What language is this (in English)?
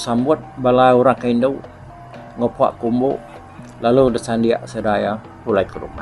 Iban